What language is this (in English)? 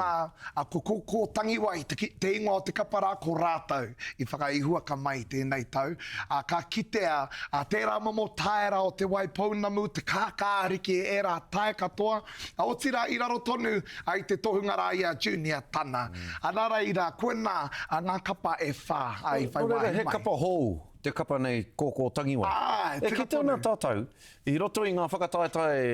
Māori